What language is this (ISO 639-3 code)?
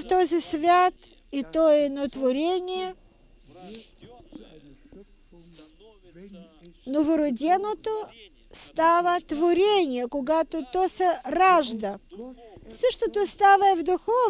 bul